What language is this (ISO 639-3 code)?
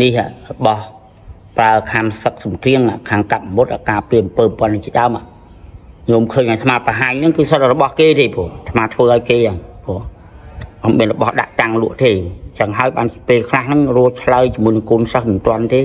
khm